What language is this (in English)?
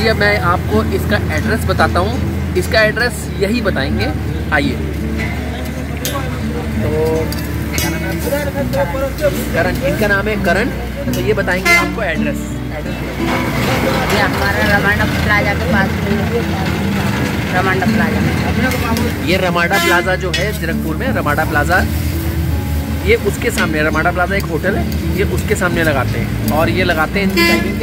Hindi